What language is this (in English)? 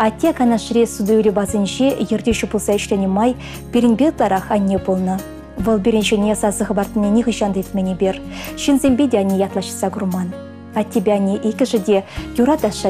Chuvash